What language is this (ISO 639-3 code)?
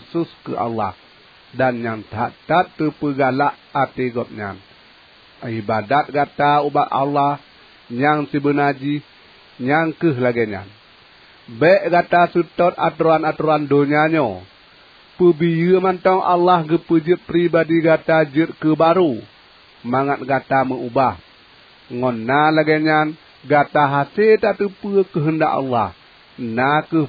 ace